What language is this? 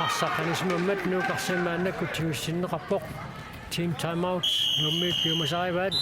Kalaallisut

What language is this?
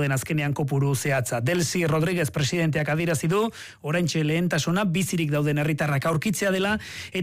Basque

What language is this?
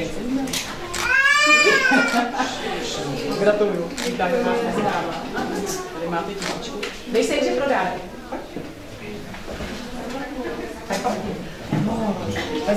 Czech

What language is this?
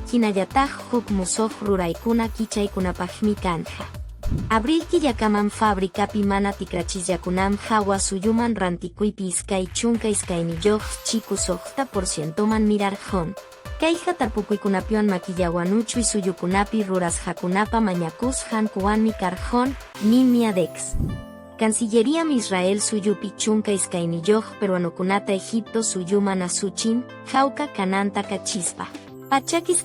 Quechua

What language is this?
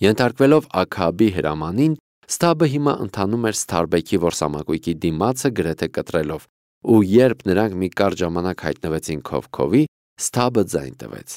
Armenian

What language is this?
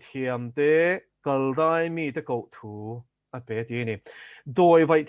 Mizo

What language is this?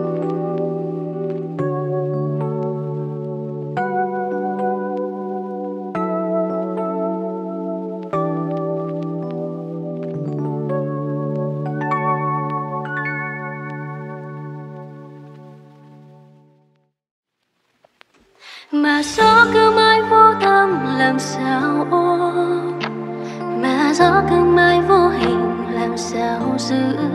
Vietnamese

